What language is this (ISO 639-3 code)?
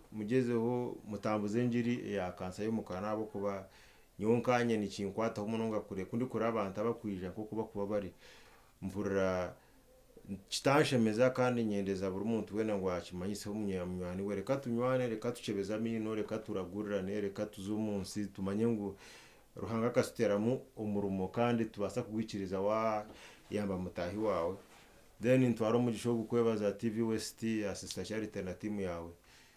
nyn